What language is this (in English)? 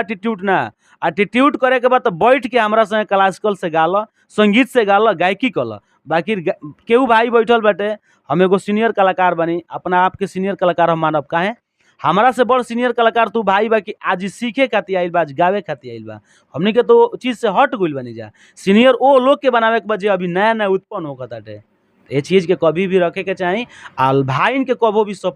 Bhojpuri